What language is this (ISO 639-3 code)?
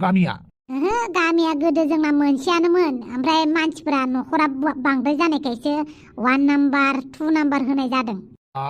brx